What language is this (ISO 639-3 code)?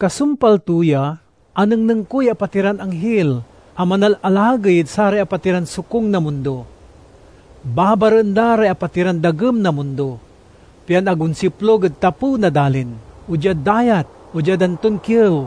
pag